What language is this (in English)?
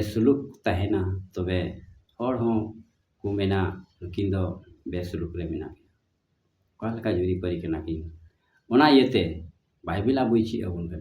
Santali